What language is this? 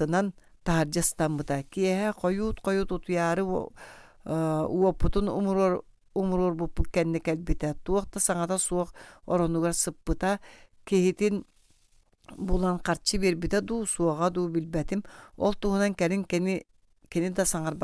Yakut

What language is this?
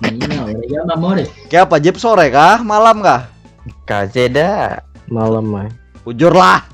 Banjar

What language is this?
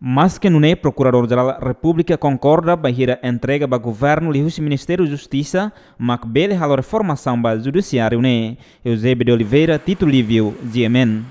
Tetum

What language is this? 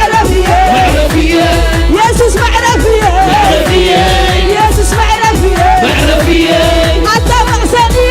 Tigrinya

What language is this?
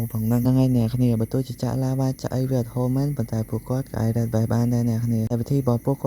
Khmer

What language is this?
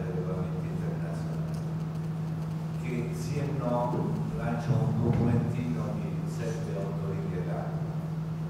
Italian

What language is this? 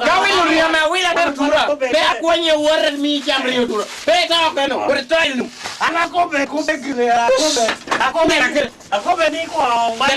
Lango (Uganda)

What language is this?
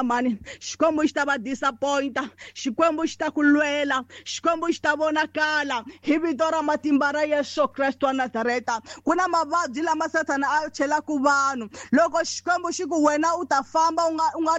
Tsonga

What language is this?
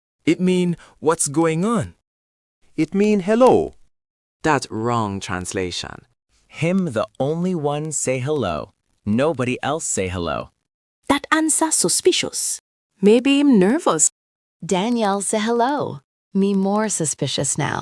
Jamaican Creole English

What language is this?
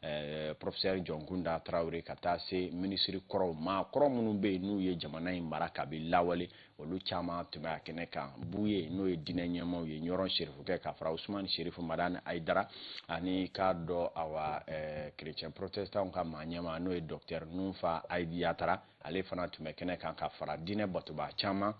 Bambara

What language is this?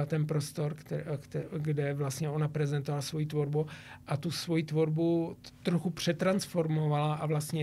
Czech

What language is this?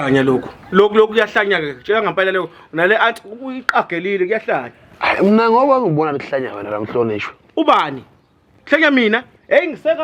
Zulu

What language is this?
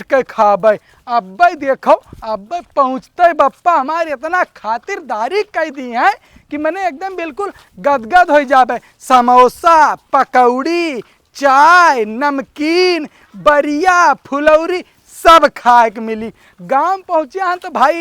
Awadhi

